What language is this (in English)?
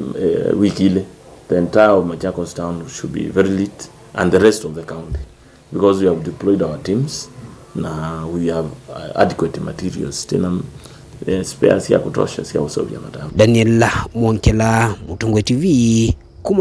Kamba